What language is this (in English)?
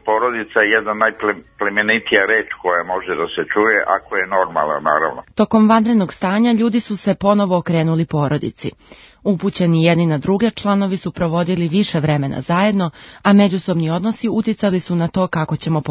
Serbian